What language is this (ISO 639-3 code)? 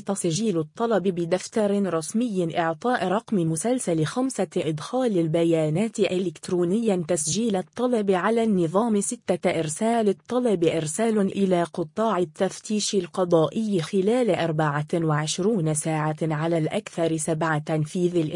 ara